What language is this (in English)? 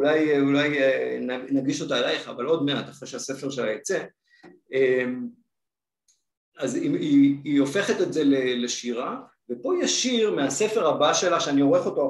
Hebrew